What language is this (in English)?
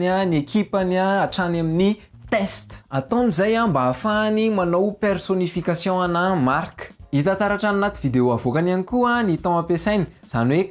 Malagasy